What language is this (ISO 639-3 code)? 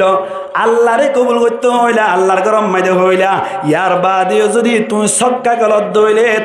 rhg